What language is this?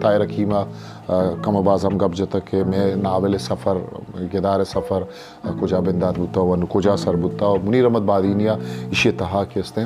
Eastern Balochi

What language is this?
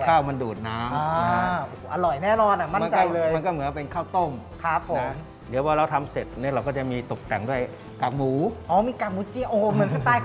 Thai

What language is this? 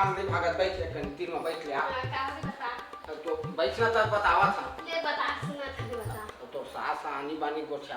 Chhattisgarhi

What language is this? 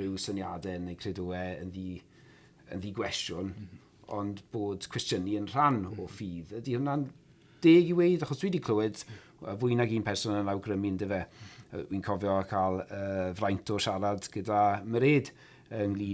Welsh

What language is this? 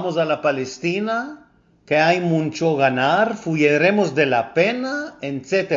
Ladino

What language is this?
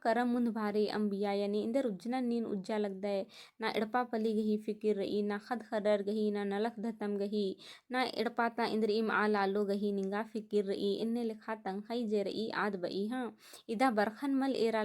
Kurukh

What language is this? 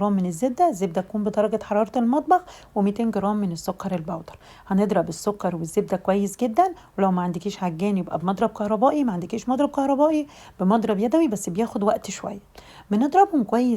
Egyptian Arabic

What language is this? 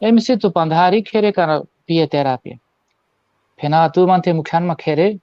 Balkan Romani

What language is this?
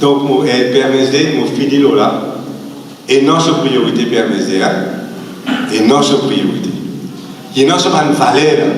Morisyen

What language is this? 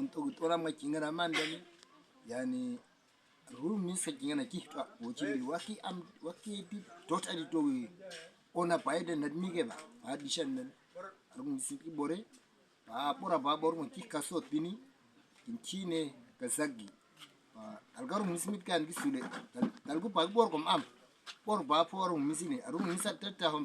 Uduk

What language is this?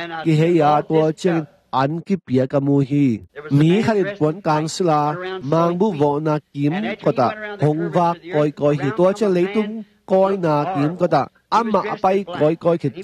Tedim Chin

